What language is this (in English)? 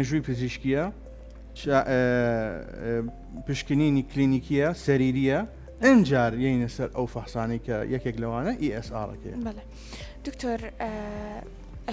Central Kurdish